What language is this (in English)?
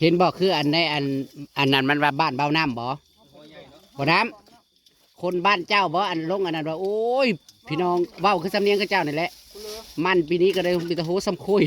Northeastern Thai